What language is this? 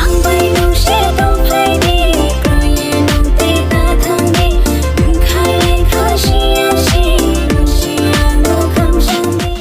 Kok Borok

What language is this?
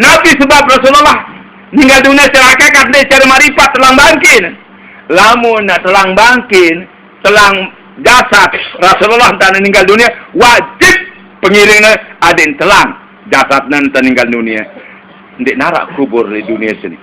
Sasak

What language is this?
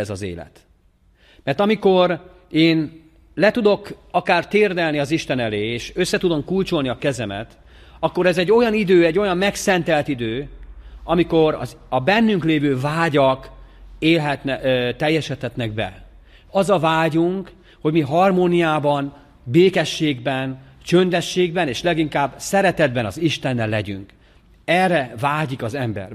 Hungarian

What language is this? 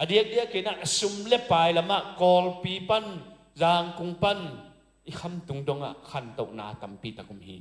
Tedim Chin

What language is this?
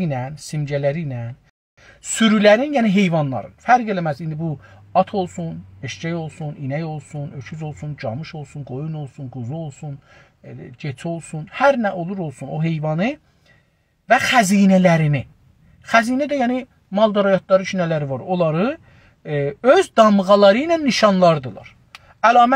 South Azerbaijani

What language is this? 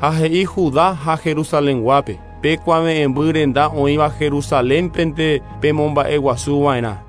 Guarani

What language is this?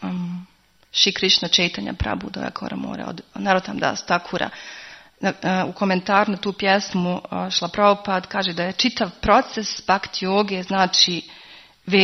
Croatian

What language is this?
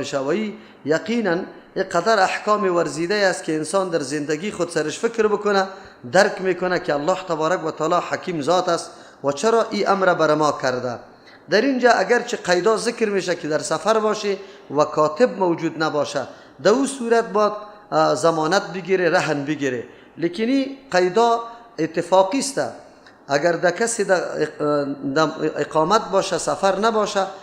Persian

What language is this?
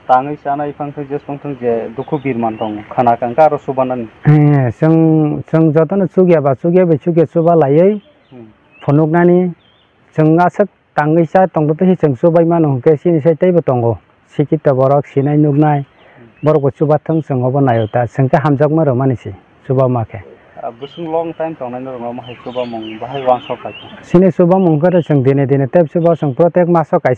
Kok Borok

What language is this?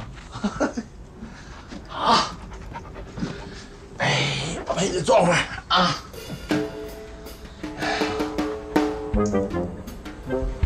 Chinese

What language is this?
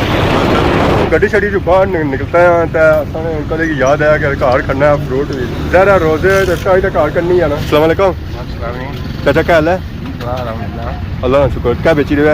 Pahari-Potwari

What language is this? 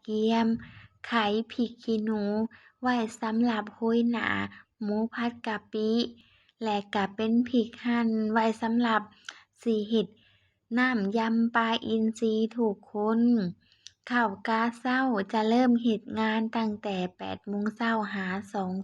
Lao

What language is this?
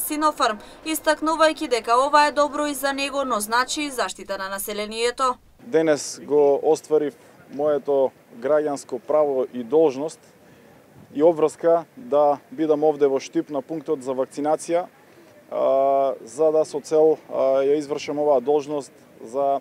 Macedonian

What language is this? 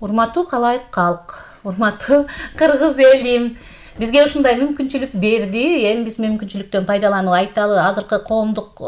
Kyrgyz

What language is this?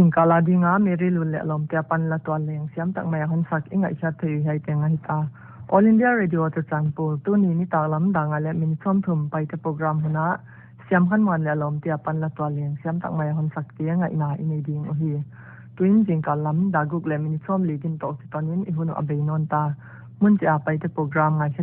Paite Chin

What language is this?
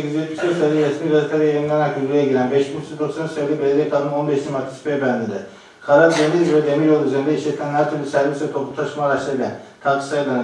Turkish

